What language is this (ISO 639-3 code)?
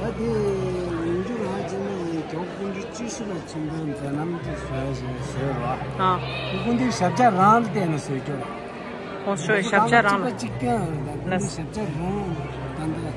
bod